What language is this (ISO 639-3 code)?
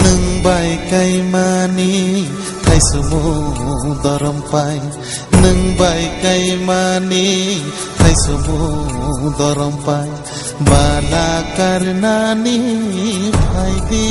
trp